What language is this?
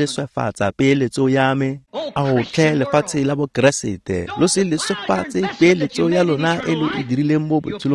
Tswana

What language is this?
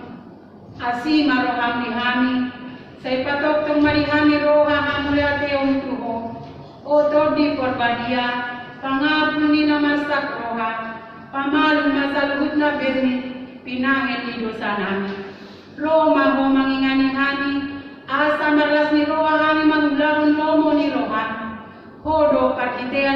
Batak Toba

